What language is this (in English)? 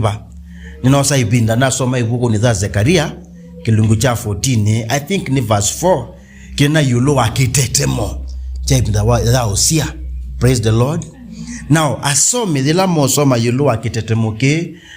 Kamba